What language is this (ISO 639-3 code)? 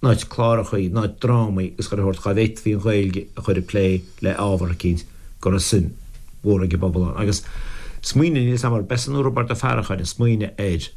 gle